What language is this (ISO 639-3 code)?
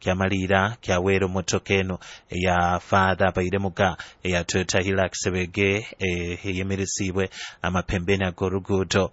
nyo